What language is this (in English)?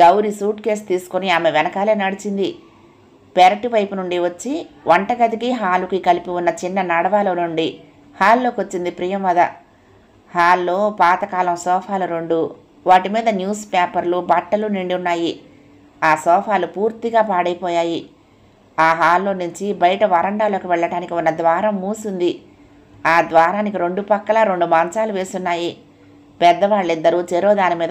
Telugu